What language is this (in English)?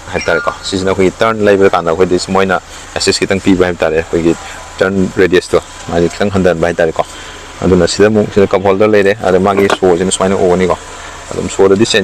Manipuri